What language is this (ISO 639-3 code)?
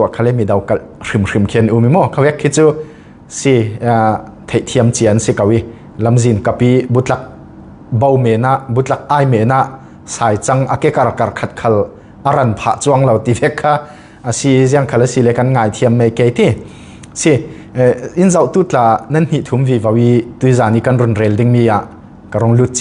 cfm